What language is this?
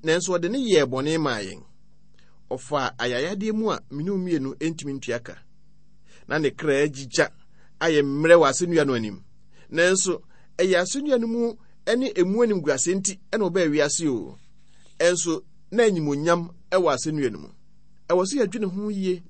Akan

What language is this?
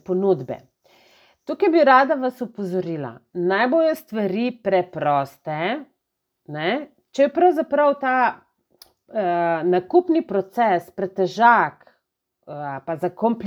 Slovenian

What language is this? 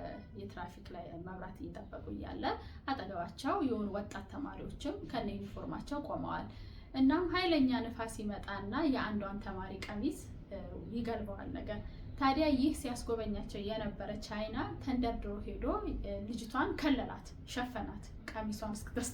Amharic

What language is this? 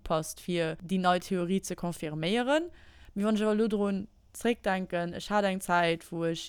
Luxembourgish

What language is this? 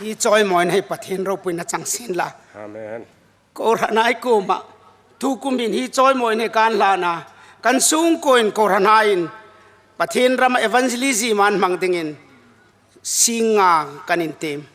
Hmar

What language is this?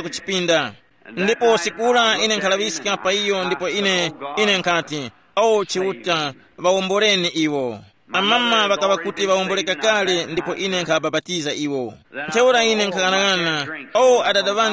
Tumbuka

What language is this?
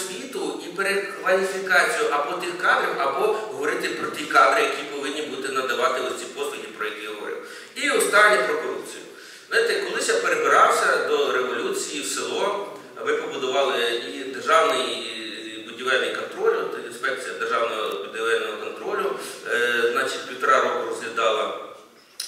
Ukrainian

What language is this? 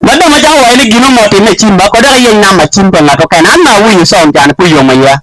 Acoli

